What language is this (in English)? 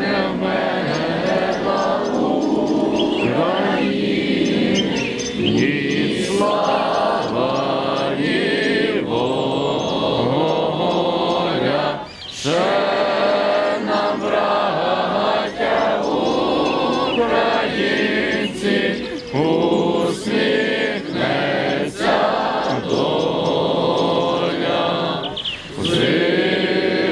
Ukrainian